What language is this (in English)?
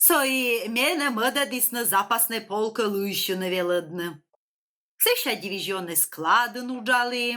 Komi